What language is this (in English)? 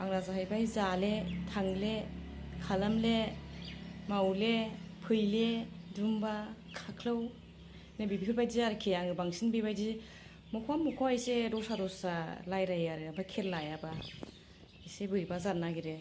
Bodo